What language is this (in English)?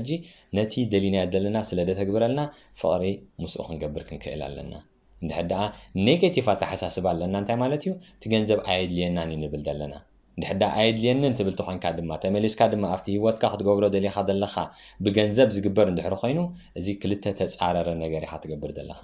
Tigrinya